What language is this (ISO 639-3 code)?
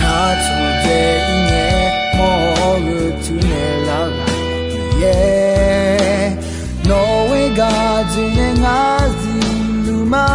ahk